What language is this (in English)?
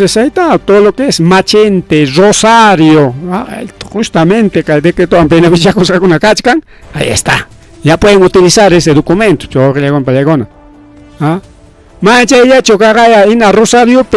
Ayacucho Quechua